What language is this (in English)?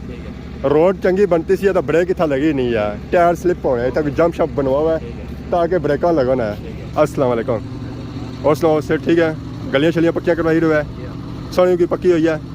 Pahari-Potwari